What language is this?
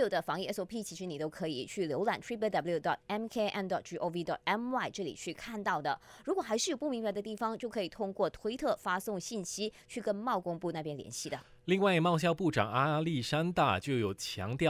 Chinese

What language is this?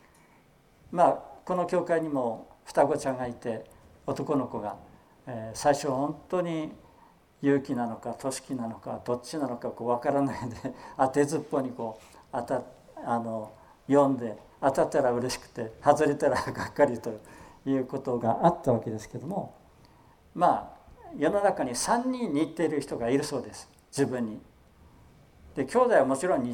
Japanese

